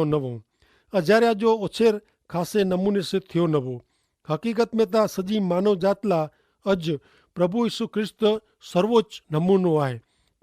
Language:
Kachhi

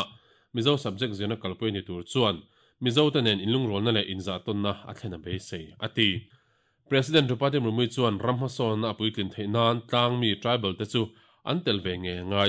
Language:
Mizo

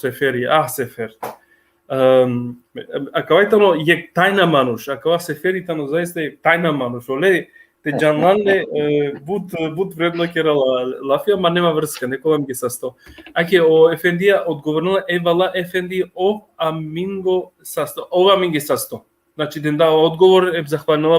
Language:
Balkan Romani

